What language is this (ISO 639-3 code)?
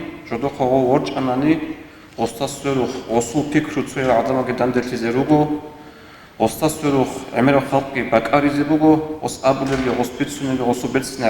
ava